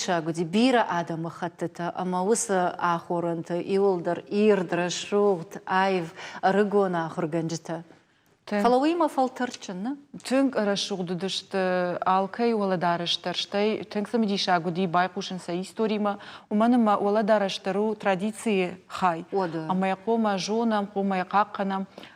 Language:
Ossetic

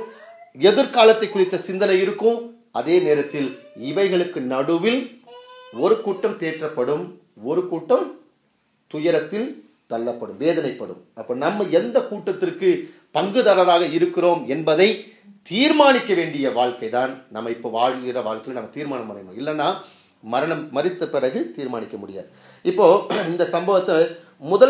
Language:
Tamil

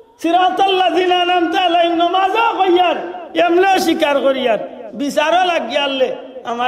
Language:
Sylheti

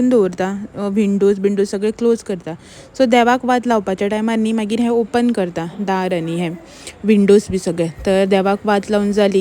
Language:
Konkani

